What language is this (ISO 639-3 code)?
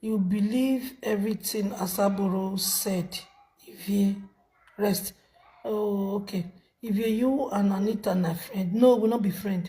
pcm